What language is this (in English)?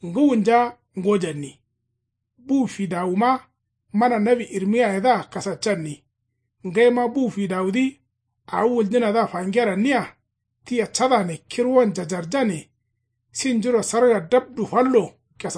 Kanuri